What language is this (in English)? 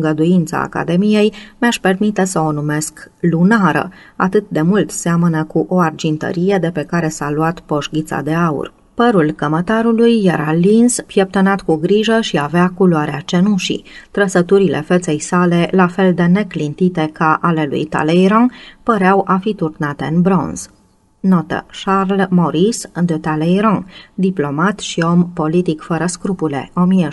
Romanian